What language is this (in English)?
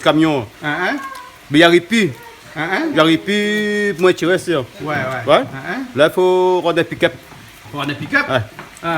Réunion Creole French